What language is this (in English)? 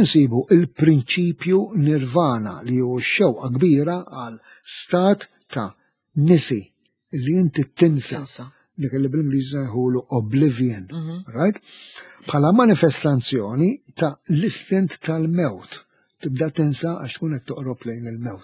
Maltese